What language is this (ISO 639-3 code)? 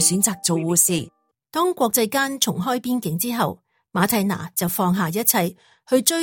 yue